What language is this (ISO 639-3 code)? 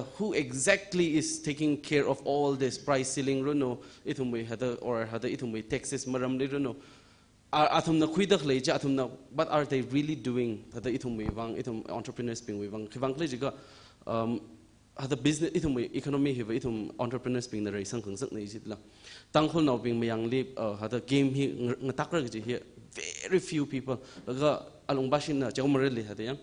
nmf